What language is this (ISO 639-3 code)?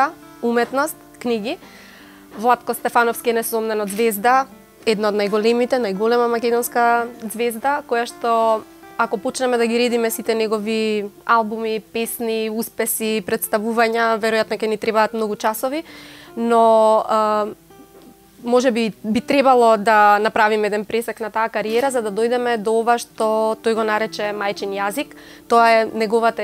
mkd